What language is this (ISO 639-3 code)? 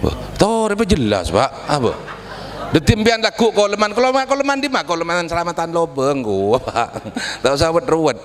mad